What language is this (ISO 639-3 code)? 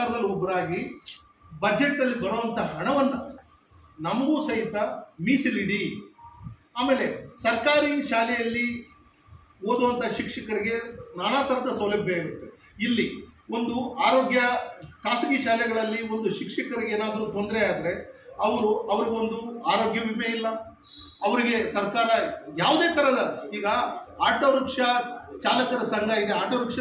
kan